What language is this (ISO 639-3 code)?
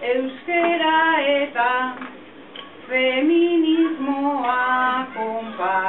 eus